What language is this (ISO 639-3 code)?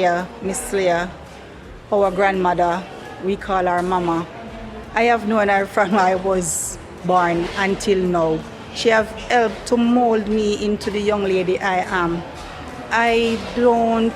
jam